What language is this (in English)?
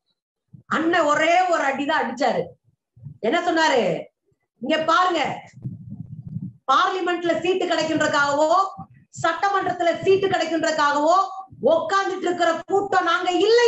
Tamil